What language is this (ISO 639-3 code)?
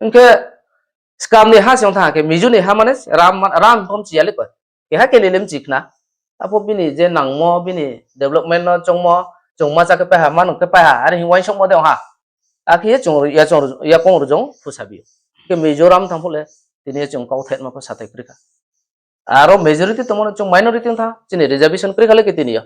ria